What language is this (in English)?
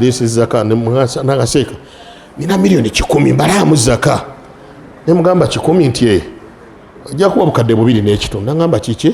Ganda